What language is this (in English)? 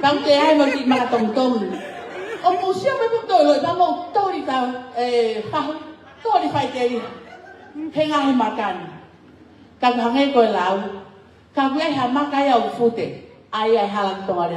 Tongan